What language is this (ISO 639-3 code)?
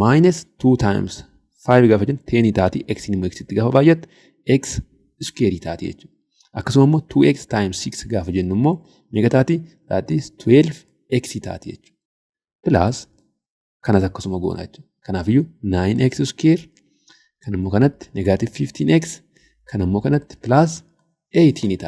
orm